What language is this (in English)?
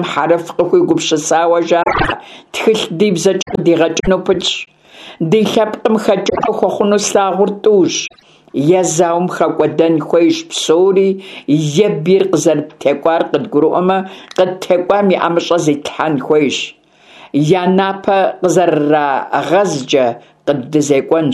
Kabardian